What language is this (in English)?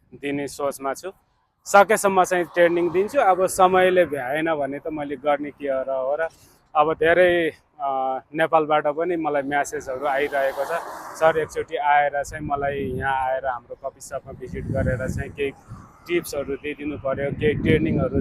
Nepali